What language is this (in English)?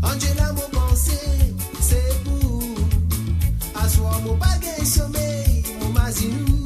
Morisyen